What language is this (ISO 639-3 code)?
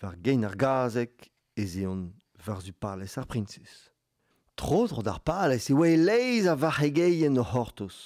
bre